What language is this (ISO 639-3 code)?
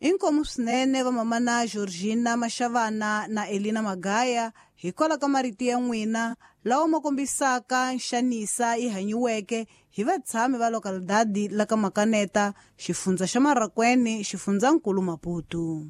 tso